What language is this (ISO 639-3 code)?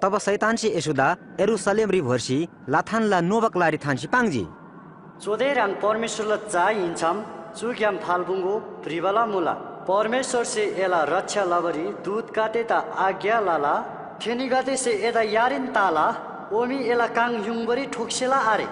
taj